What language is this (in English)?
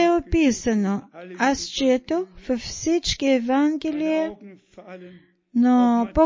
Bulgarian